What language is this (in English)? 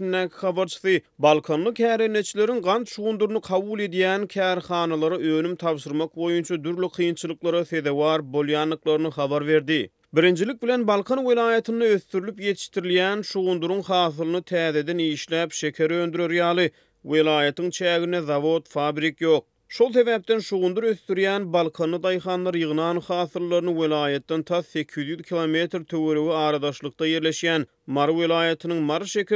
Turkmen